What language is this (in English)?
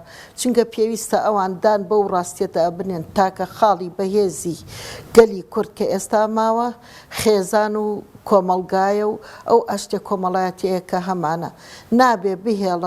Central Kurdish